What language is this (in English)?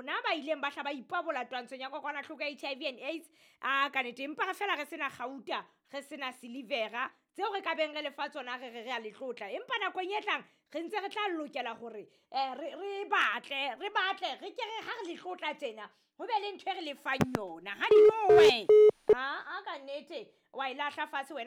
Southern Sotho